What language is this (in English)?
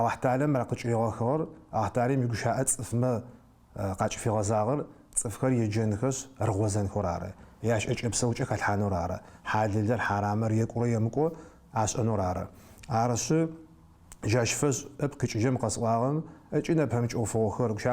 Adyghe